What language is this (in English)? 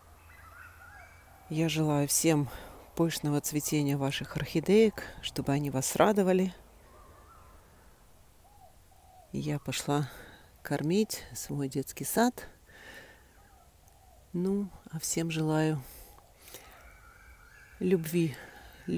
Russian